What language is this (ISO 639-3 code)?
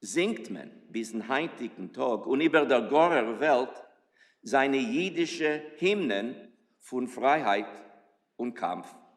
yid